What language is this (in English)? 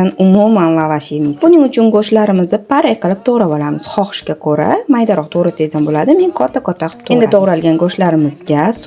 Uzbek